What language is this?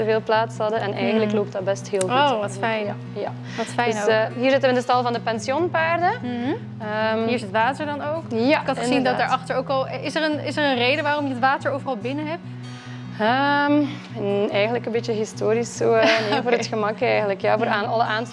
Dutch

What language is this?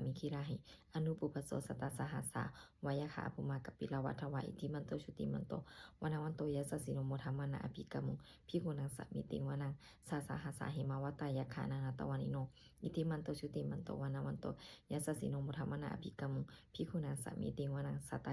Pali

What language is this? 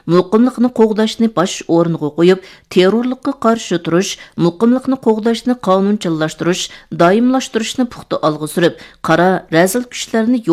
Uyghur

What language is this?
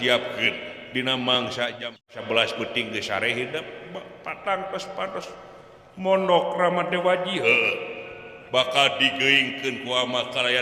Sundanese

